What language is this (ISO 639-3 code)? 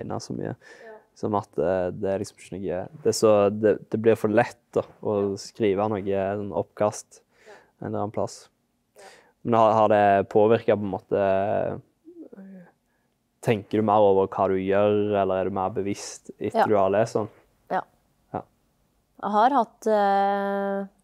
nor